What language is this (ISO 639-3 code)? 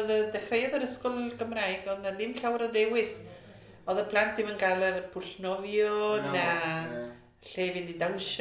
cym